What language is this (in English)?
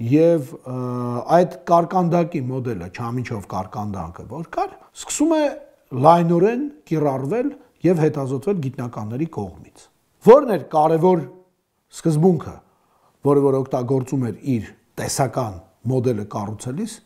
Armenian